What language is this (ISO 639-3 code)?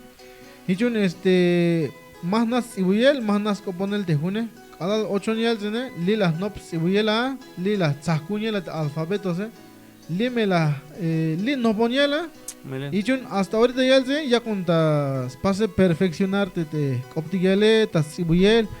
tzh